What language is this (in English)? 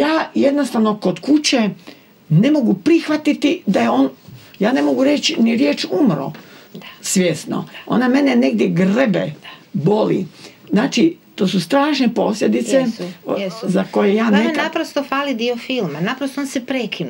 Croatian